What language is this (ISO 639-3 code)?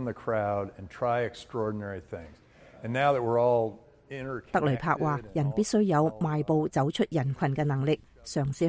yue